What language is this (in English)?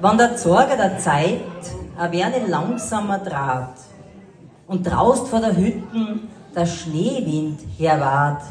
Bavarian